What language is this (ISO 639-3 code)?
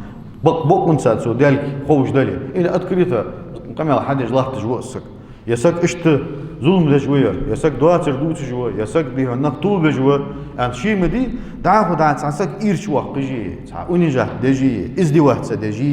inh